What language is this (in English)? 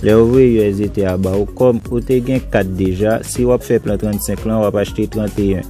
Haitian Creole